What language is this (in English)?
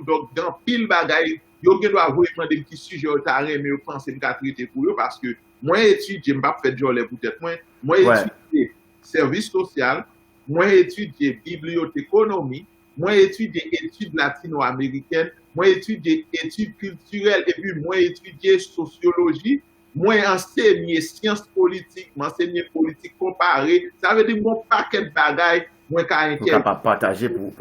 Haitian Creole